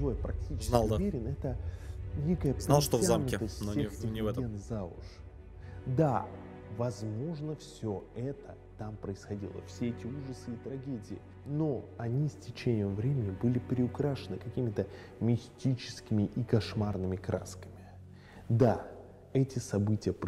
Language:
Russian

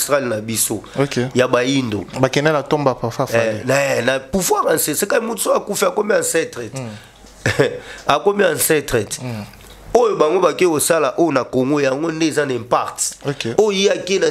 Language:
Lingala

